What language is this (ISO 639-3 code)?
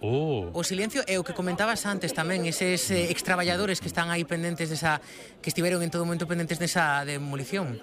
glg